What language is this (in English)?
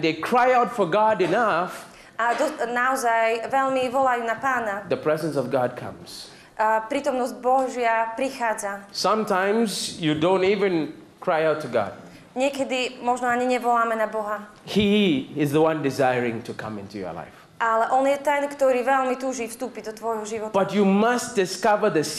Slovak